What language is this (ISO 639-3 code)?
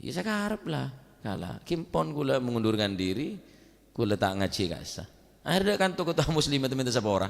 mad